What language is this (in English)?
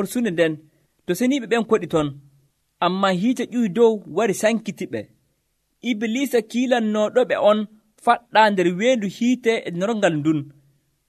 Nigerian Fulfulde